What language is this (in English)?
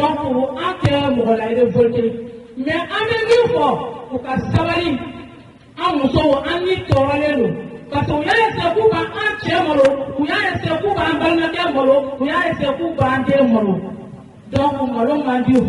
Bambara